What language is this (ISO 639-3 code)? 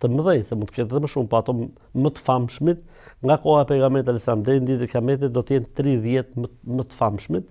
sqi